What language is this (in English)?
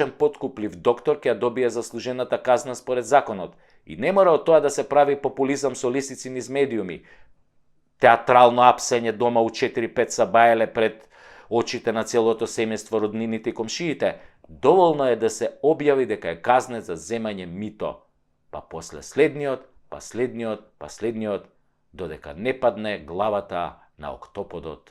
Macedonian